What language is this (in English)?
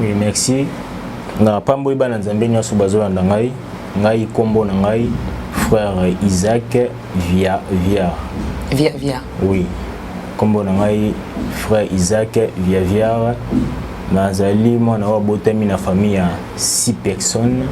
Lingala